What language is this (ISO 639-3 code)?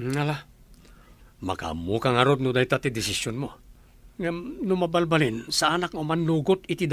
ilo